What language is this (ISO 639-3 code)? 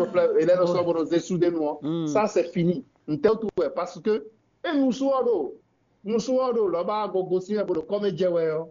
fon